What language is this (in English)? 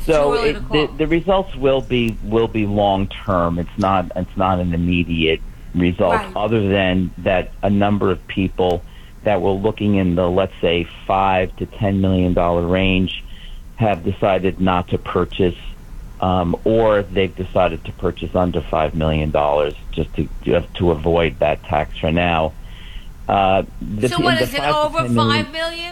English